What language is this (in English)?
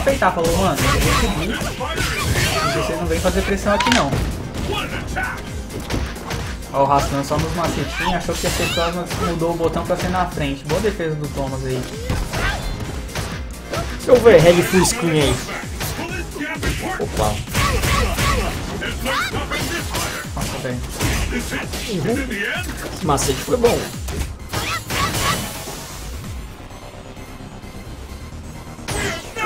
Portuguese